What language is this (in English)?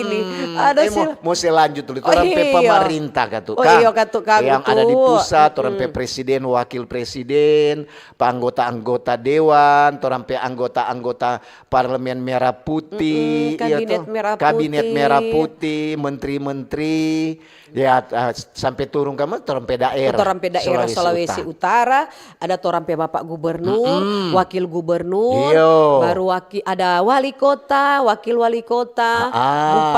Manado Malay